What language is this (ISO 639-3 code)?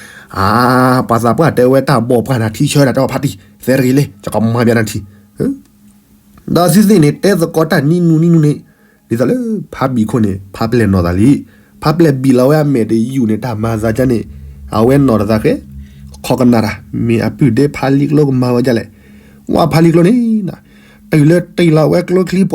ksw